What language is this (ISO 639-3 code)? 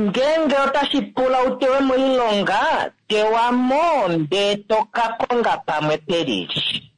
kua